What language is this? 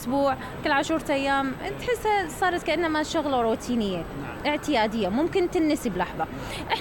Mesopotamian Arabic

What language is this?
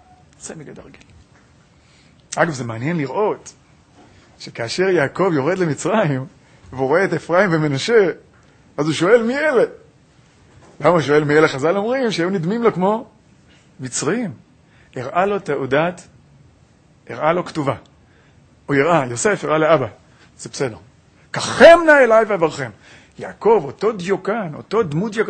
Hebrew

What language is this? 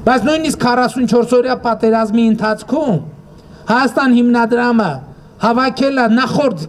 Armenian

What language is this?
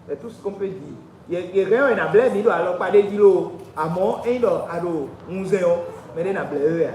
Fon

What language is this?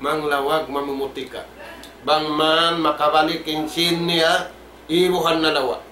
Tausug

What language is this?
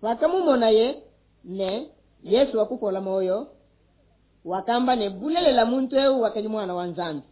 Luba-Lulua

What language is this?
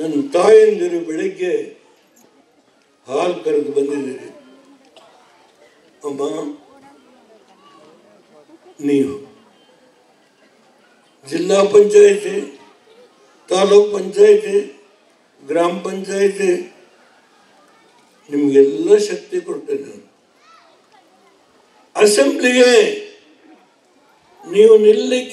Kannada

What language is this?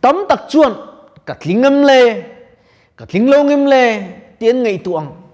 Mizo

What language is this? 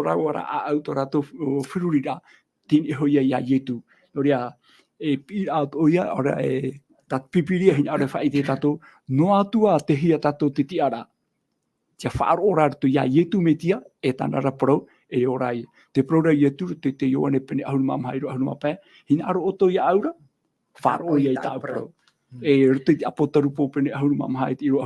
Tahitian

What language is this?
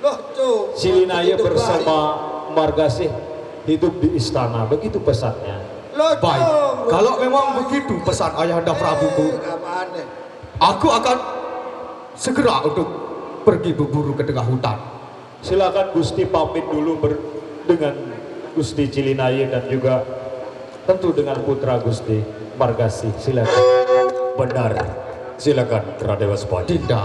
Sasak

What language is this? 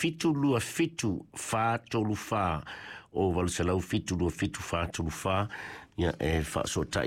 Samoan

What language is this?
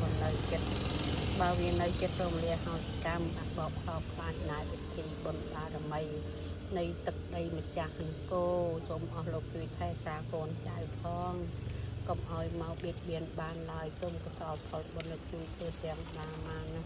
Khmer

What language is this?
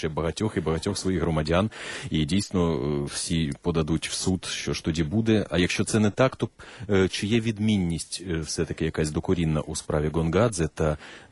Ukrainian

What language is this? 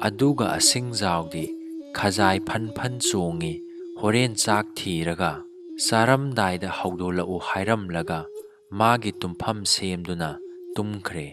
Manipuri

